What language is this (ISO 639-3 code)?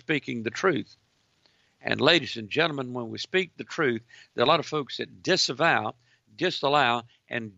eng